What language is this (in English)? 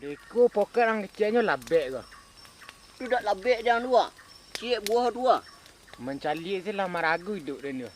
Minangkabau